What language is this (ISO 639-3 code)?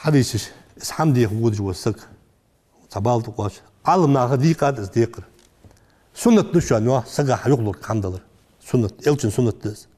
inh